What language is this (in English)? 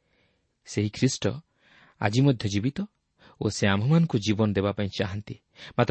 Odia